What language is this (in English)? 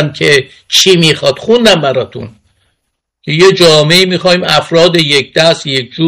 Persian